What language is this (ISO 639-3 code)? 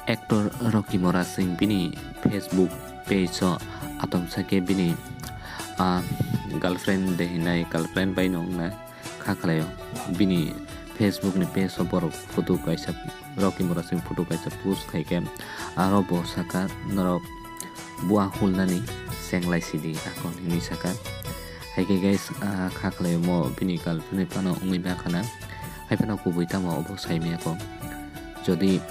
trp